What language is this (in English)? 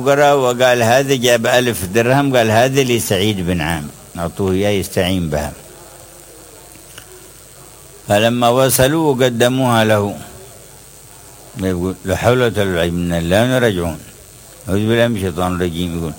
Arabic